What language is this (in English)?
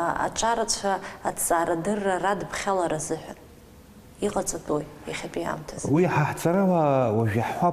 Abkhazian